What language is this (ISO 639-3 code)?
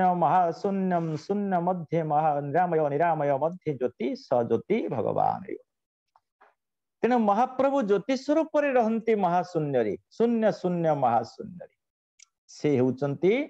ori